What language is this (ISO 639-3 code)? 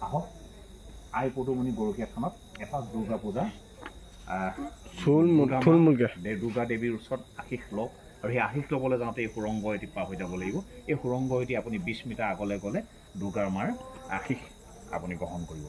asm